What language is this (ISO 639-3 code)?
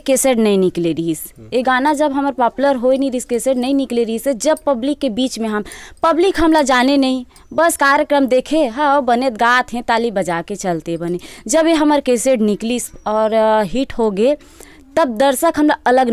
hne